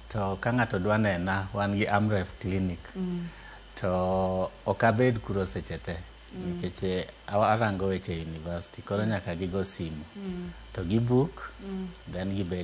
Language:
Luo (Kenya and Tanzania)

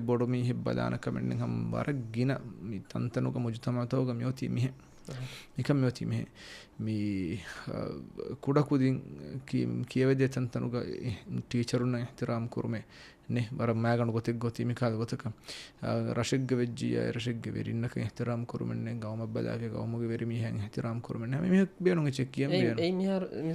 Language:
Divehi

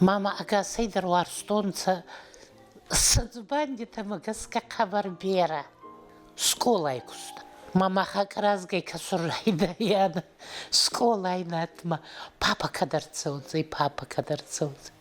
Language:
Ossetic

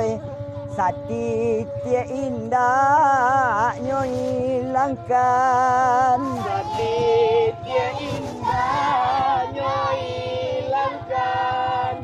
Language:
Minangkabau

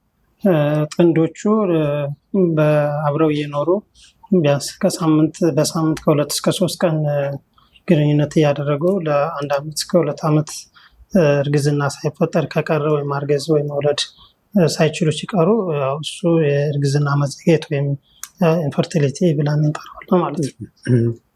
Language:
Amharic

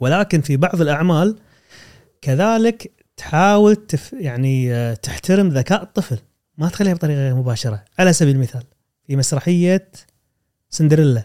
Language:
Gulf Arabic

